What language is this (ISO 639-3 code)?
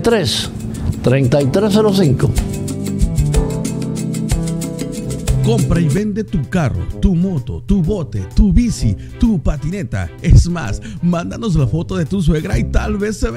spa